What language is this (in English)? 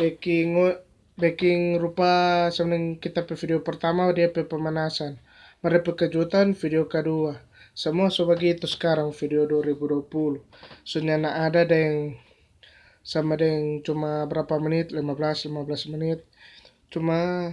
Manado Malay